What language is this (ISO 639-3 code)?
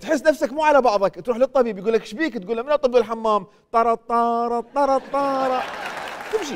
acm